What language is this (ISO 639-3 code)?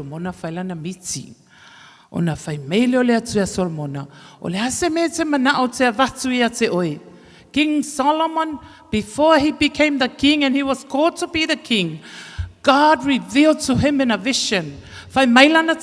smo